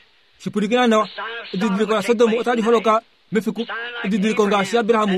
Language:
Kuanyama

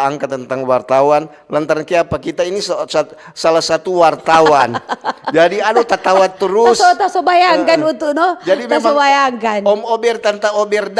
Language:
Manado Malay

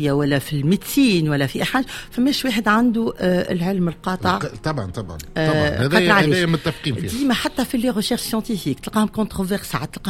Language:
Tunisian Arabic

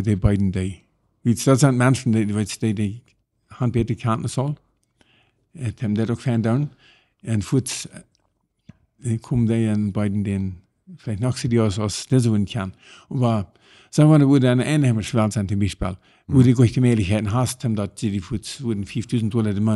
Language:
Plautdietsch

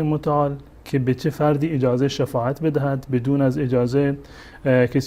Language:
Persian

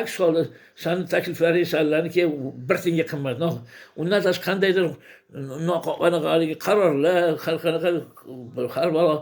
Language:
Uzbek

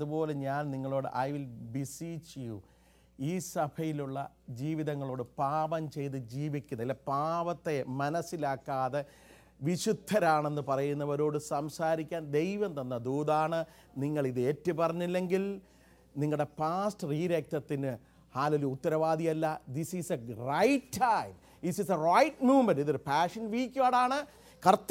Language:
Malayalam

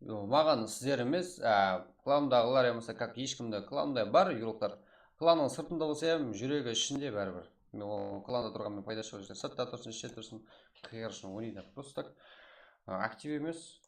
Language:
Kara-Kalpak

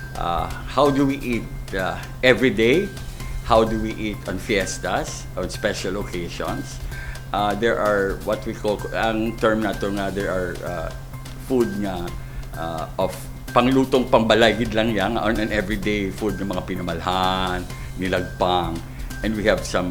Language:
Hiligaynon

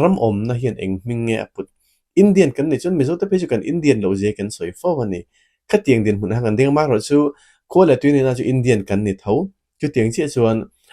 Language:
Mizo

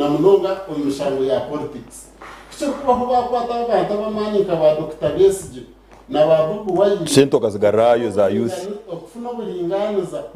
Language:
Nyankole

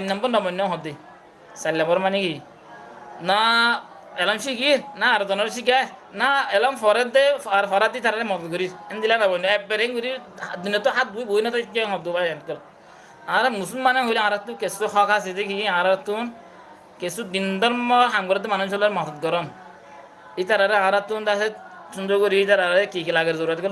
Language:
Rohingya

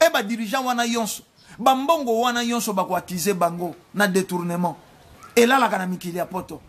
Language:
Lingala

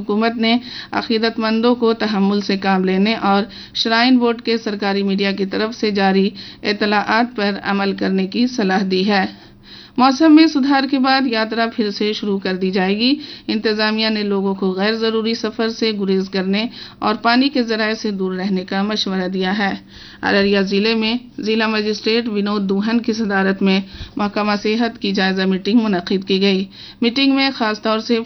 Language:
Urdu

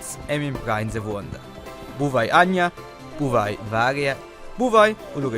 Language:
Romansh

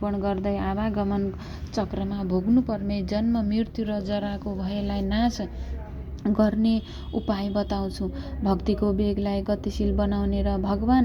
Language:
Nepali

